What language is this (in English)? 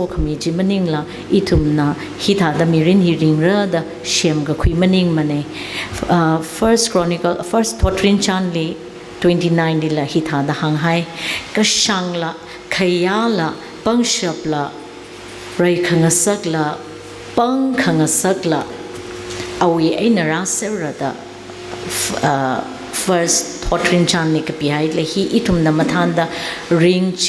Tangkhul Naga (India)